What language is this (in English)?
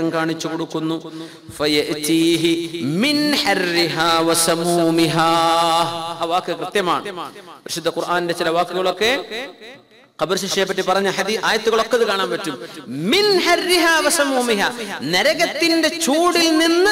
Malayalam